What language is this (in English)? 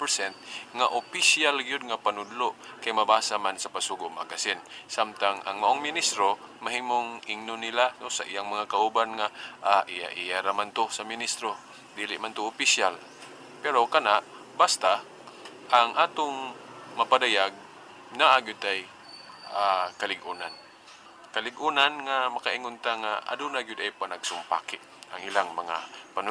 Cebuano